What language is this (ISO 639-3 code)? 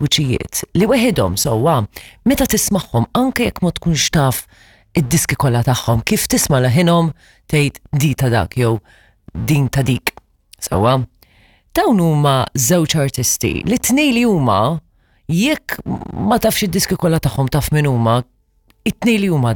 mlt